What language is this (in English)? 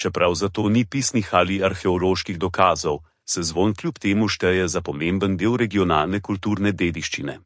Slovenian